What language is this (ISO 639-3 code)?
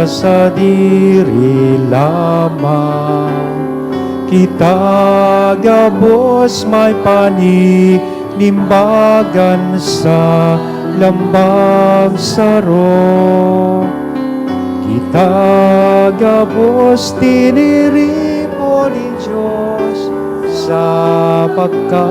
bik